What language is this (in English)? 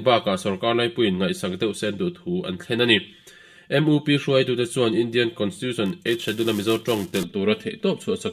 Mizo